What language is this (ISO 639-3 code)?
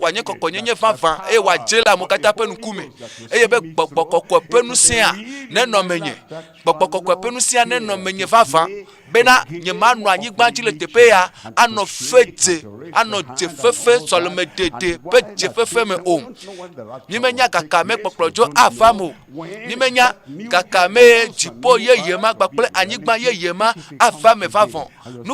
ewe